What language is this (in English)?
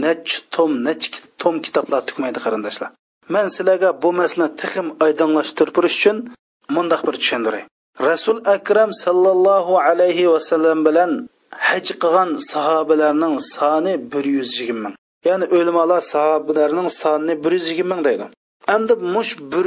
Uyghur